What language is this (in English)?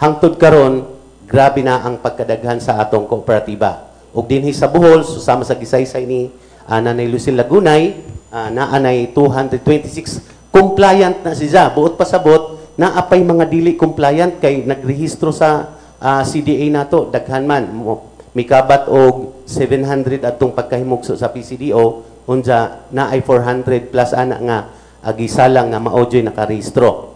Cebuano